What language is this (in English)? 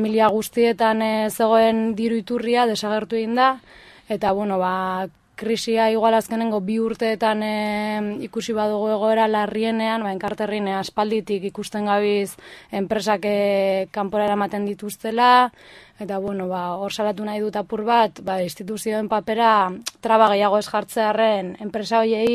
Basque